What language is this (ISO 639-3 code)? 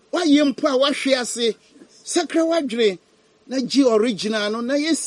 aka